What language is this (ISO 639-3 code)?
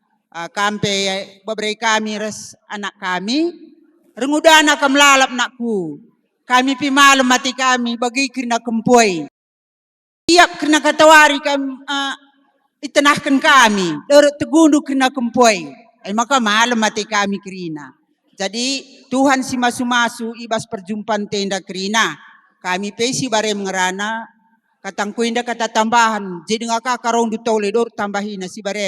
btx